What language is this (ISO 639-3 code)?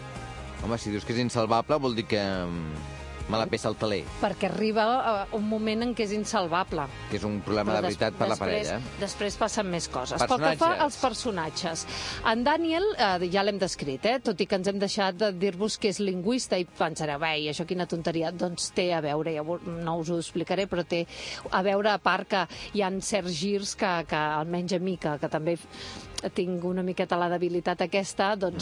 cat